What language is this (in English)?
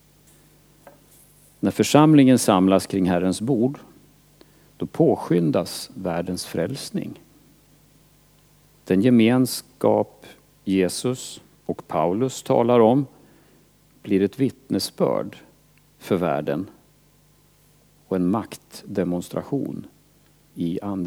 Swedish